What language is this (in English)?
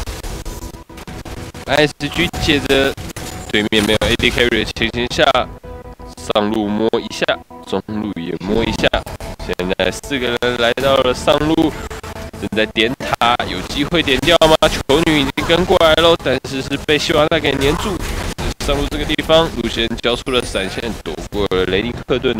Chinese